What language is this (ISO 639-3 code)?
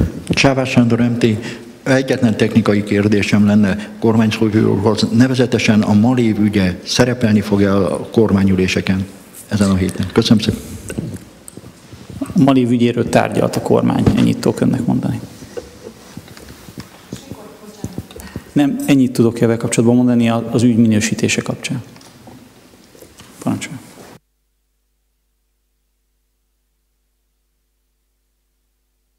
hun